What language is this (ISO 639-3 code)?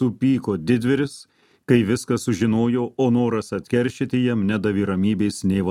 lit